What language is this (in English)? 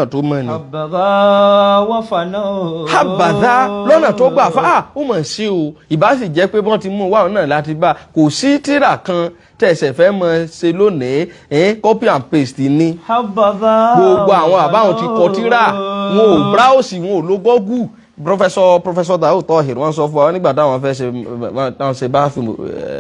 Yoruba